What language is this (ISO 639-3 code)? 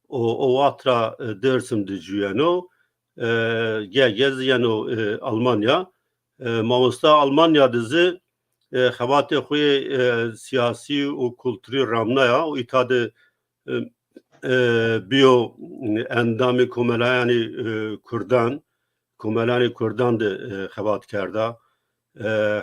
zza